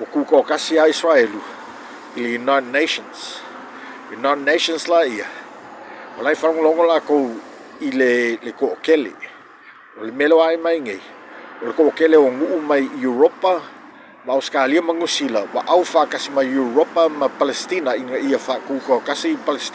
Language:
Samoan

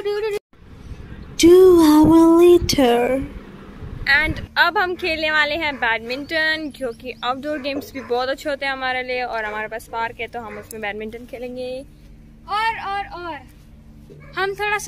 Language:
Hindi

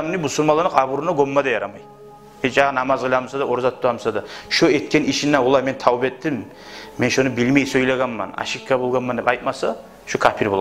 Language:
Kumyk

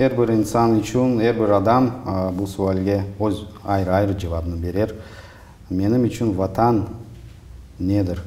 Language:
Crimean Tatar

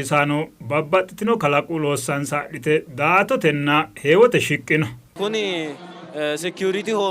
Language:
Sidamo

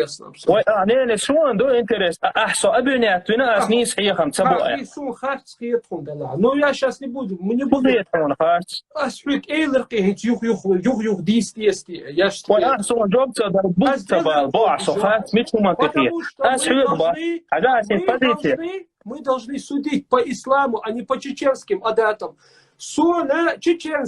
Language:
Chechen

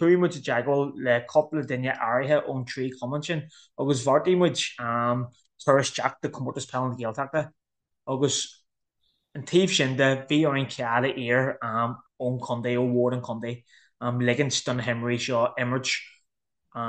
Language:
Irish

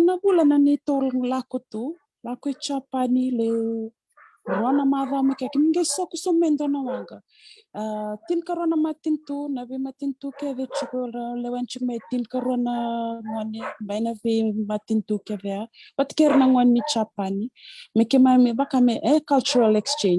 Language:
Fijian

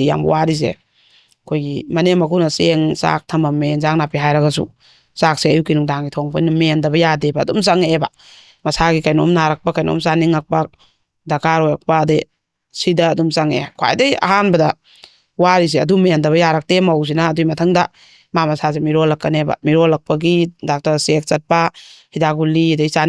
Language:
Manipuri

